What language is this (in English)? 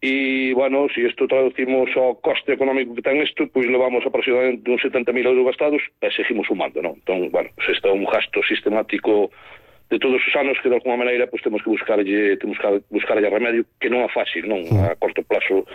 Galician